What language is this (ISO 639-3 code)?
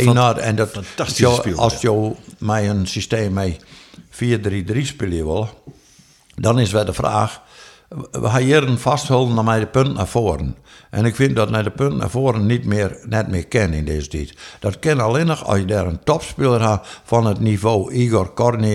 fry